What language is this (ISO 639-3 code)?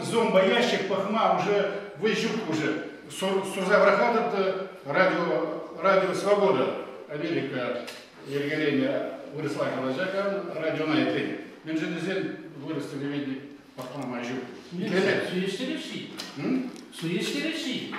chv